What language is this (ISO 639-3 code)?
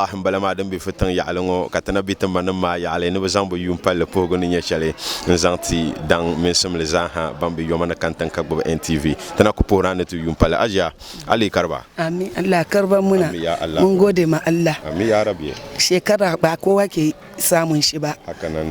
dag